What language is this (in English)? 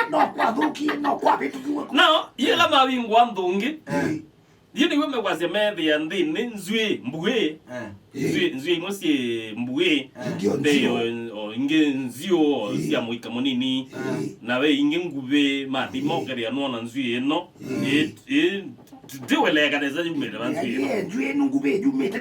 Kamba